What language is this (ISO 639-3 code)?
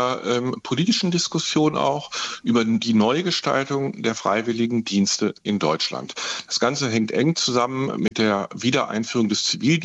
deu